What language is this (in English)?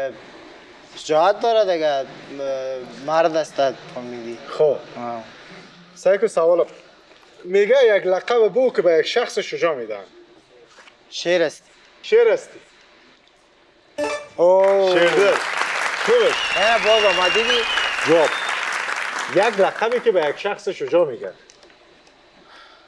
Persian